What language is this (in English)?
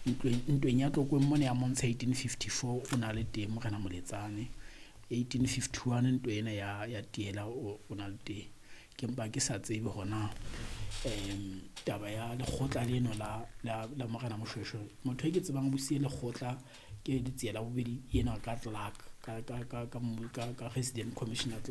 Southern Sotho